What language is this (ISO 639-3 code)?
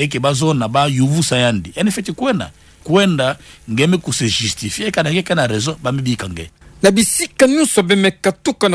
ktu